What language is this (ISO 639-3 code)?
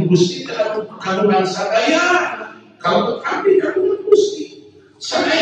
sun